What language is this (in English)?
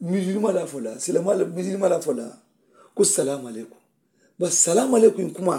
Mandingo